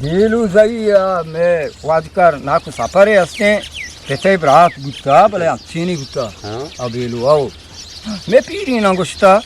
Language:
Eastern Balochi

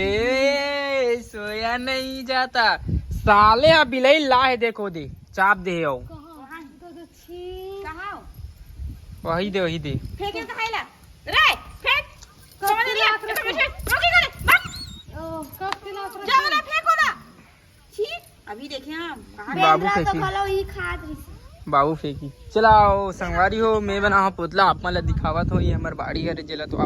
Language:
Chhattisgarhi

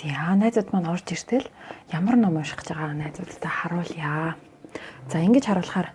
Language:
Mongolian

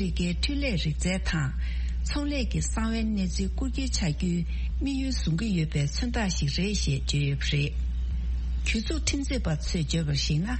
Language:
Tibetan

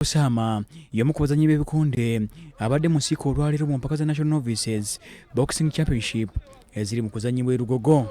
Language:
Ganda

